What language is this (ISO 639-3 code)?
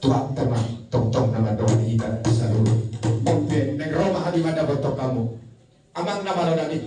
bbc